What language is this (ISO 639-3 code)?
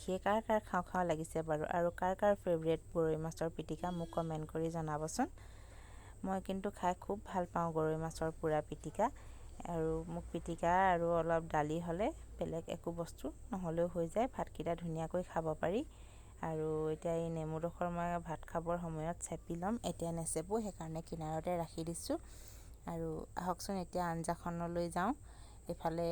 asm